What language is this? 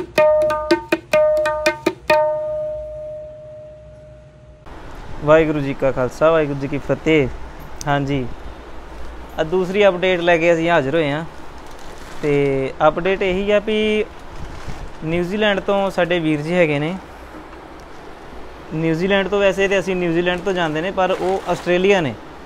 Punjabi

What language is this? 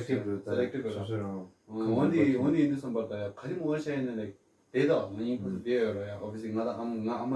Tibetan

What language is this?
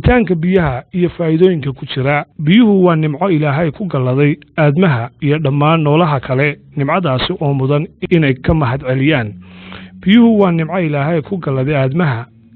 Somali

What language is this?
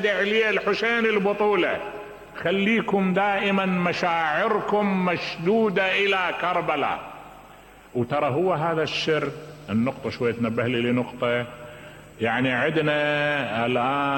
Mesopotamian Arabic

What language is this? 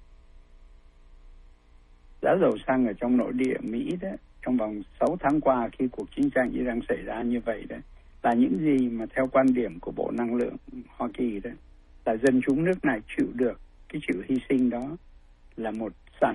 Vietnamese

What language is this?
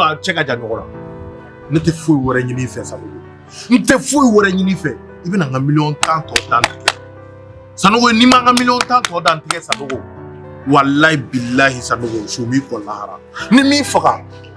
Bambara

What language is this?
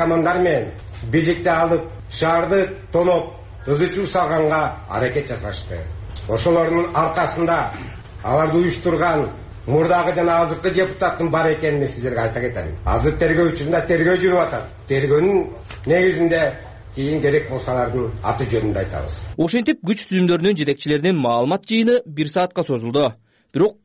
Kyrgyz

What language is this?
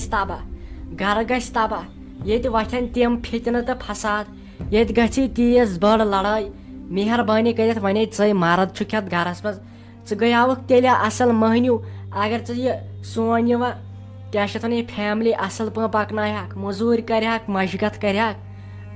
Kashmiri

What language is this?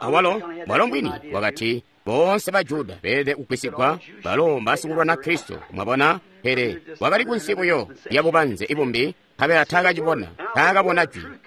Tonga (Zambia)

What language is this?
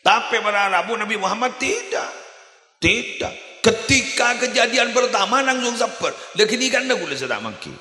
Madurese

